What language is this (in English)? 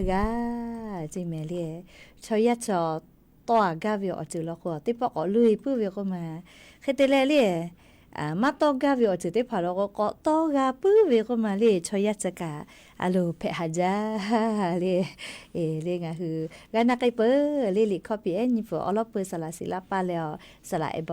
Lahu